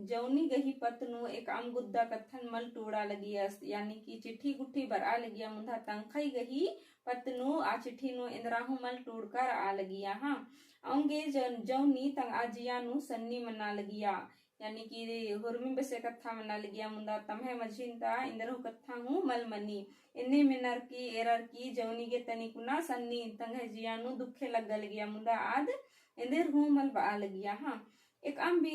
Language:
Kurukh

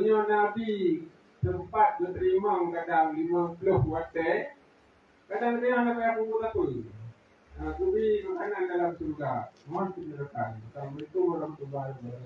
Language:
Achinese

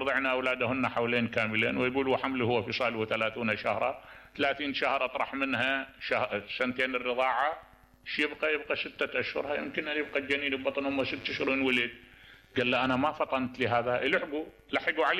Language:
Mesopotamian Arabic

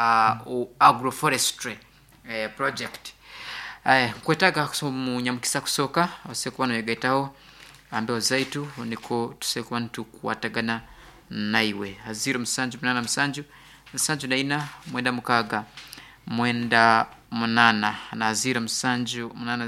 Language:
Nyoro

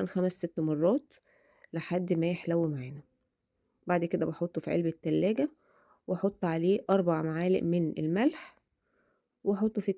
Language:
Egyptian Arabic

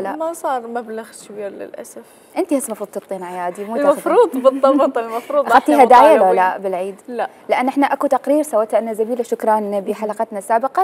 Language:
Mesopotamian Arabic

